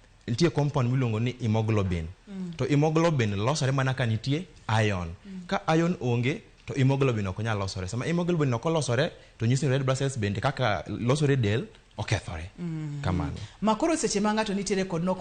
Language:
Luo (Kenya and Tanzania)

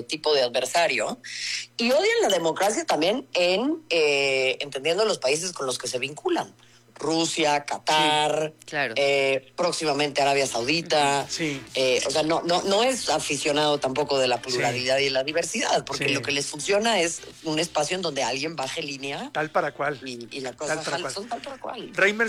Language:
Spanish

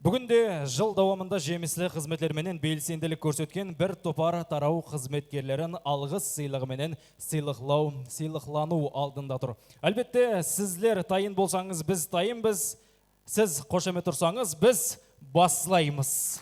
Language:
Kara-Kalpak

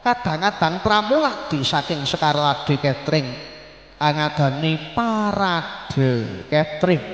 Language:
Javanese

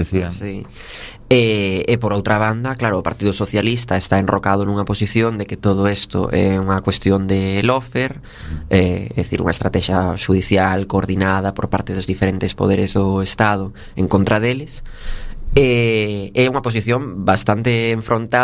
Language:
Galician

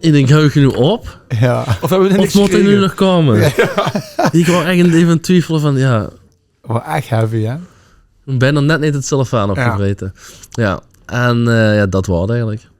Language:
Limburgish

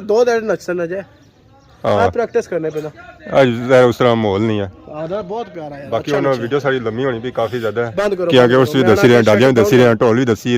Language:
Pahari-Potwari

